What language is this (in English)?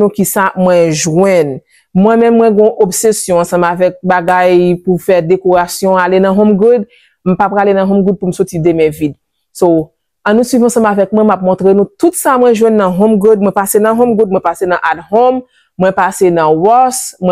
Haitian Creole